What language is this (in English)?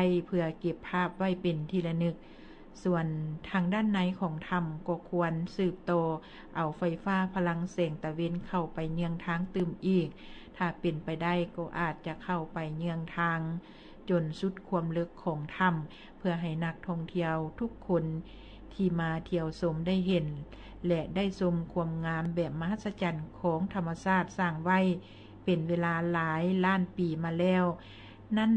Lao